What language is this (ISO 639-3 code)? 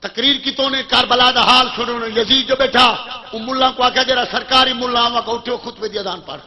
skr